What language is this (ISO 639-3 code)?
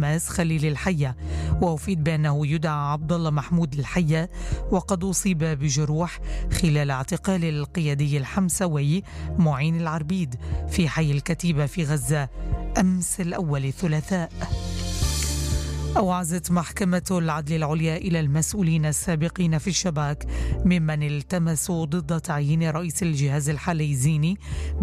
ara